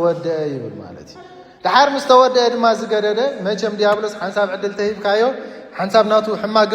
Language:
Tigrinya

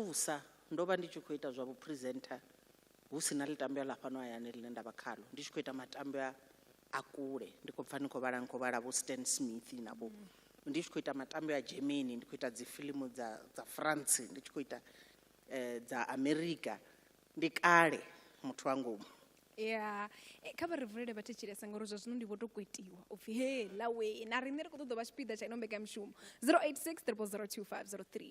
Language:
Venda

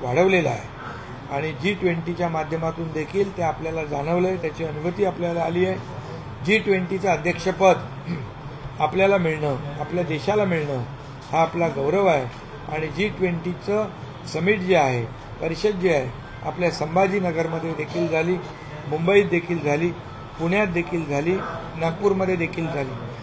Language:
Marathi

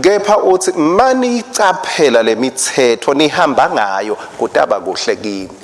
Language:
Swati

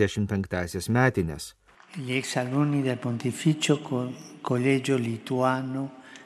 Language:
Lithuanian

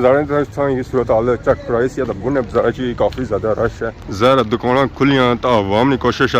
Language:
Pahari-Potwari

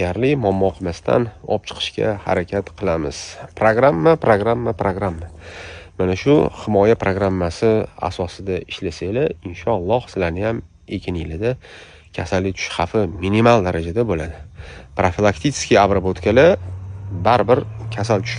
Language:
Uzbek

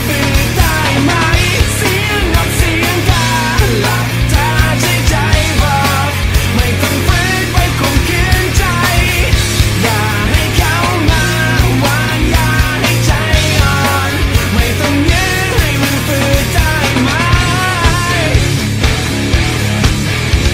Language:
Thai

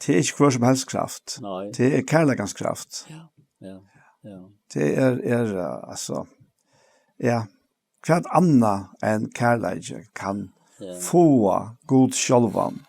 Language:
Faroese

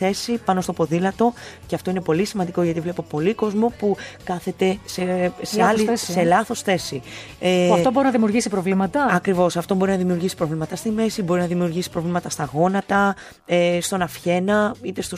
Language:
Greek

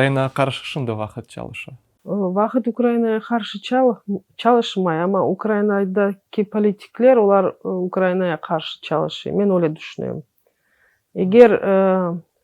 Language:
Crimean Tatar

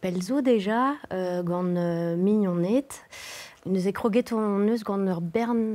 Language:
Breton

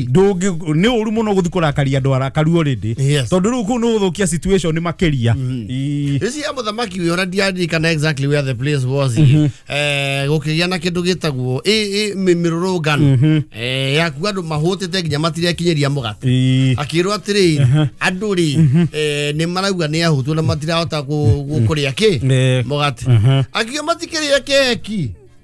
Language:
Kikuyu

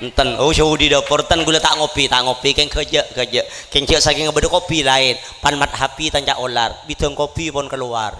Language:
Madurese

